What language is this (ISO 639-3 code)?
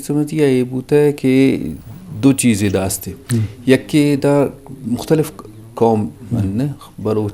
bgp